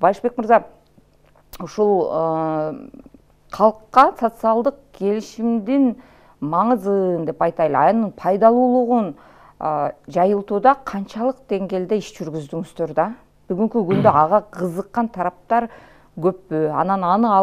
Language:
Kyrgyz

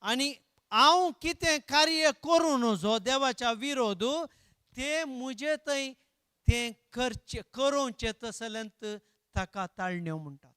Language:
Konkani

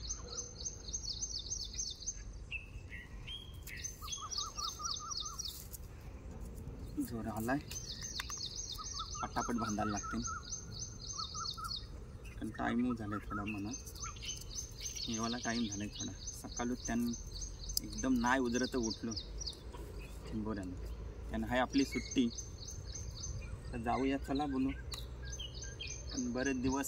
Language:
Marathi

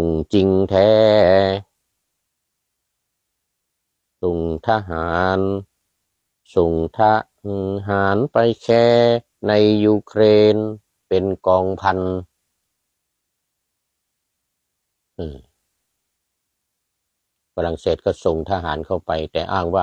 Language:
Thai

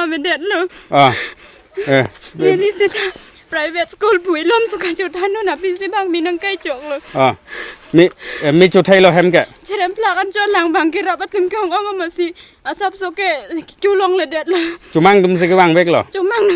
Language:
Karbi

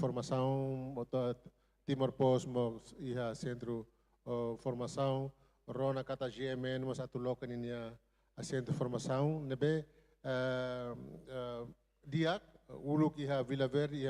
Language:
Tetum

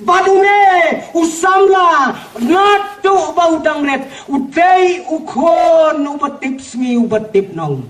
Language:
Khasi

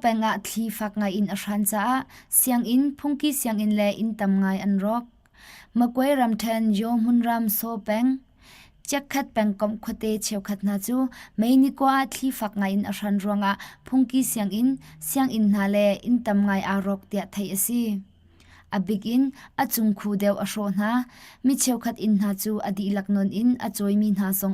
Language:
Hakha Chin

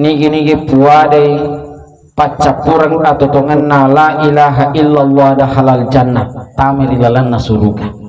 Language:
Buginese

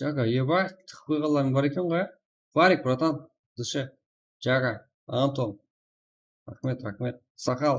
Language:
Kara-Kalpak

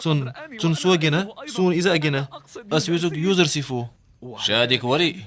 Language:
Chechen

